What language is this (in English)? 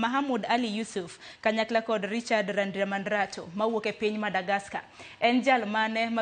Luo (Kenya and Tanzania)